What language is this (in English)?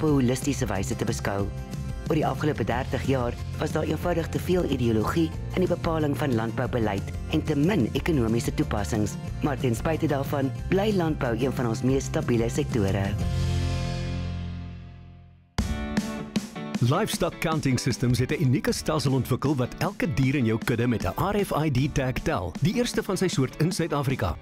Afrikaans